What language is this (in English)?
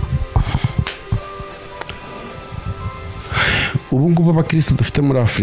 Kinyarwanda